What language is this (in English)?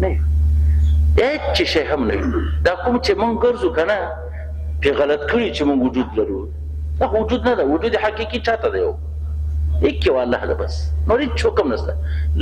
Pashto